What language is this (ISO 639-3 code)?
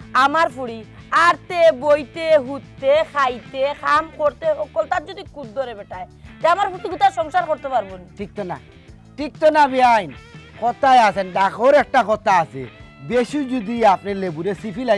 syl